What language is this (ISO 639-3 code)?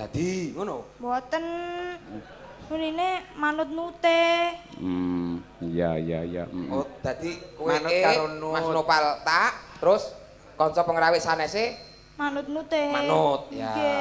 jav